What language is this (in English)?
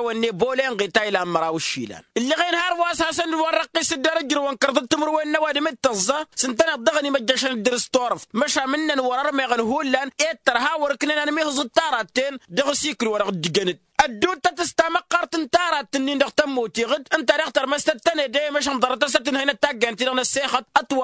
Tamasheq